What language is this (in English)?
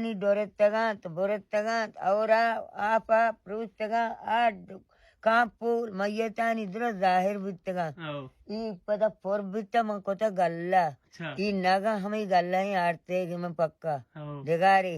Baluchi